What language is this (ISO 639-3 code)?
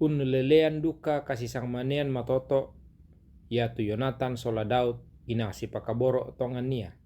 sda